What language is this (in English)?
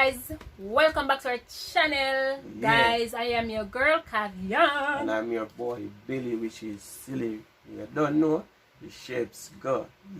Jamaican Creole English